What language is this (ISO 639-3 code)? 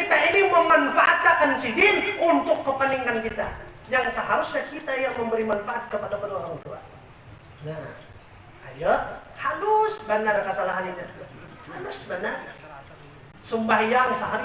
bjn